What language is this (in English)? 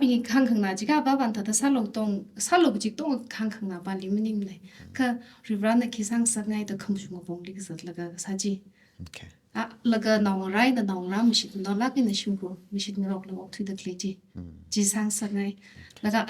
Tangkhul Naga (India)